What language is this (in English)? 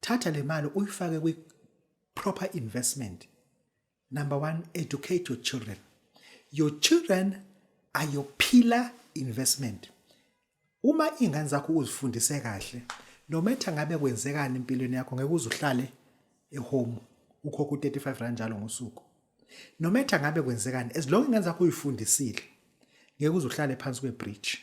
Zulu